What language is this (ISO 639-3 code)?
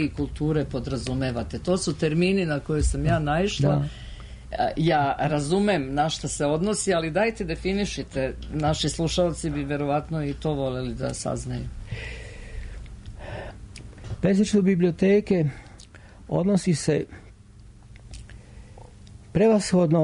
srp